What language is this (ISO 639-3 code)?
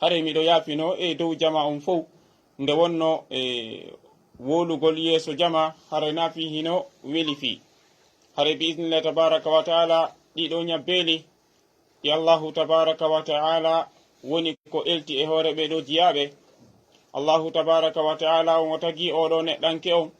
ful